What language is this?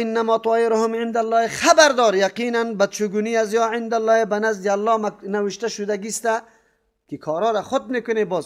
Persian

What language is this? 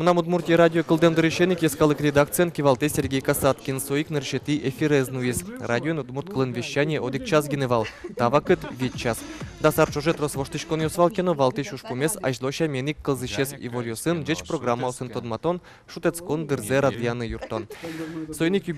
Udmurt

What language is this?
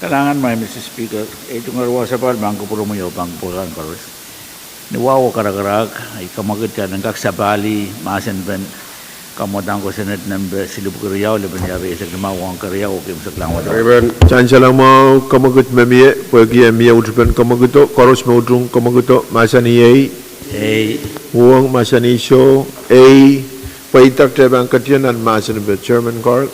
Pohnpeian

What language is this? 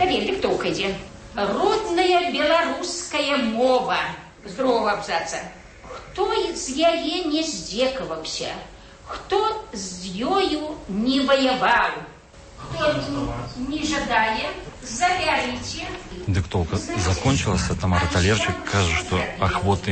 Belarusian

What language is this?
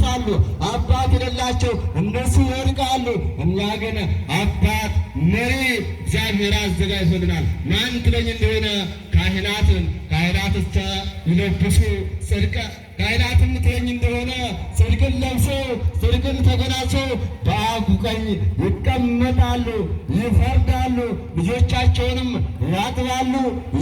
Amharic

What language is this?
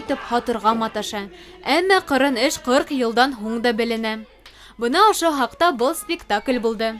Bashkir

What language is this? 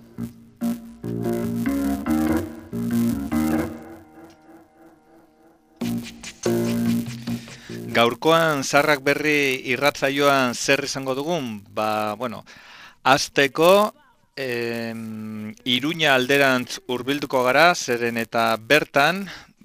Basque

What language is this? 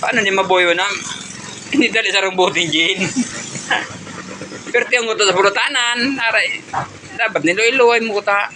Bikol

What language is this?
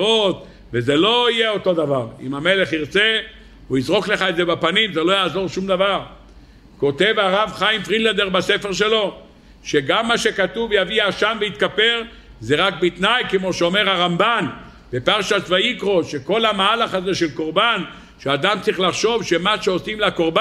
Hebrew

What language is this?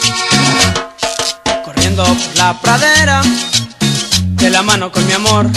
Spanish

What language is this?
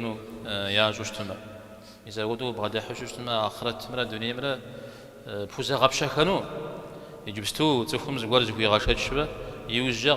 Kabardian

